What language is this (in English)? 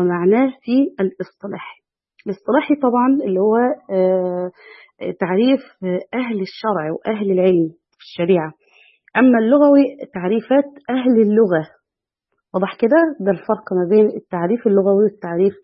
Egyptian Arabic